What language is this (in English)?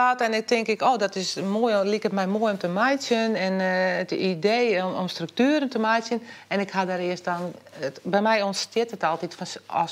Western Frisian